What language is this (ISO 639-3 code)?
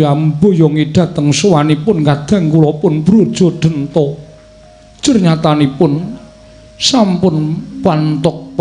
jav